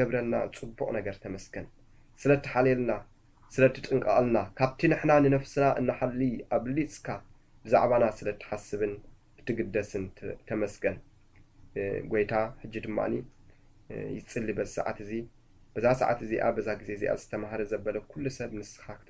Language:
Tigrinya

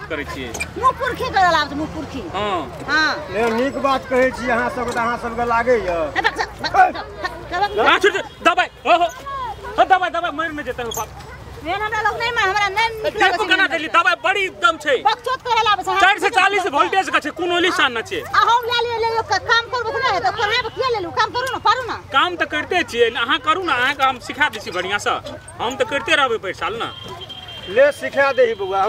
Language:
Maithili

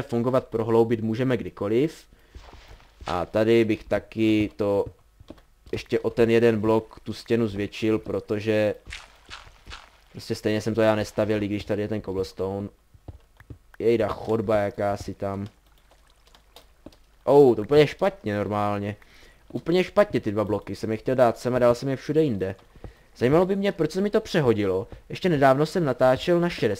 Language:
Czech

